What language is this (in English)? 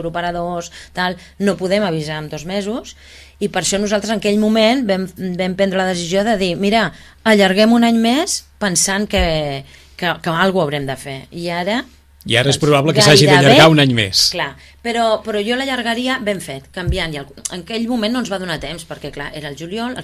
Catalan